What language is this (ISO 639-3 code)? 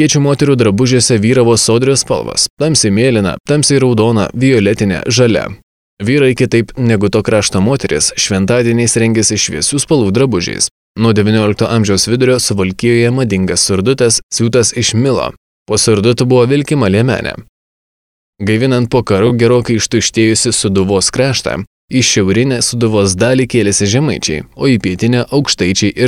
lit